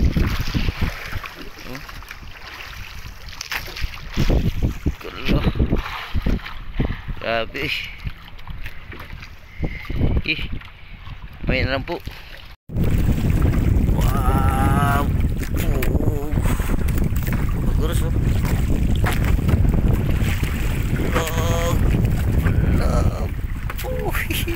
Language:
Filipino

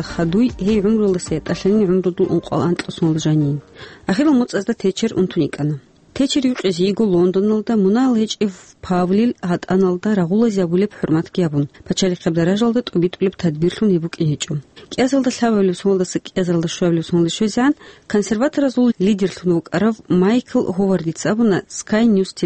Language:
Avaric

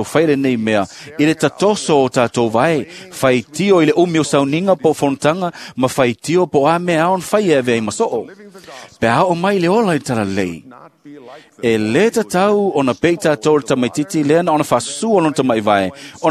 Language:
Samoan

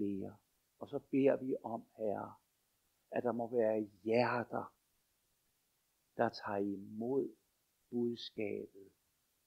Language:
Danish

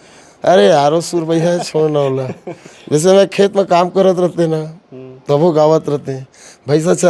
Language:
Chhattisgarhi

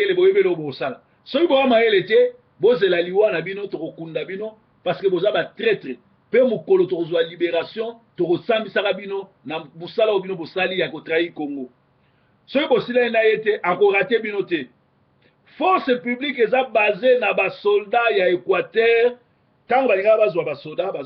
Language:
Lingala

